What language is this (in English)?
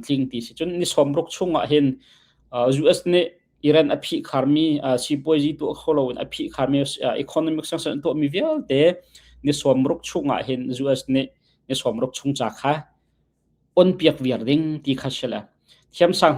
Hakha Chin